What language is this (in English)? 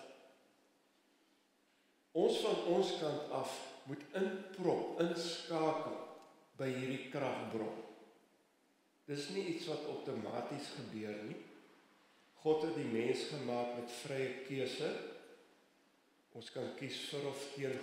Afrikaans